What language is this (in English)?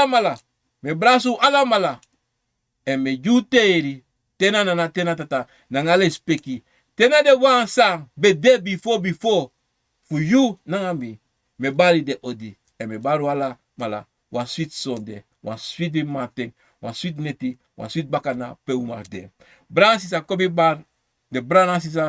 Sranan Tongo